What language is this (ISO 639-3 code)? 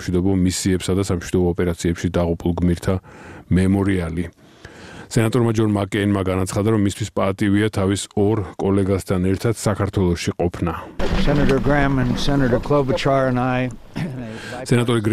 kat